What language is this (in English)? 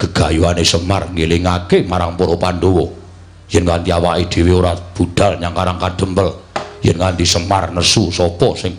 Javanese